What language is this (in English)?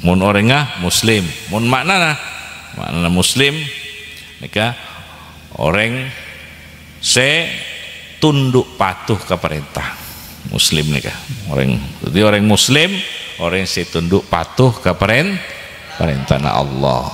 Madurese